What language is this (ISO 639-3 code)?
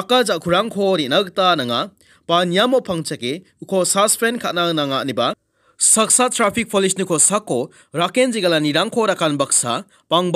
grt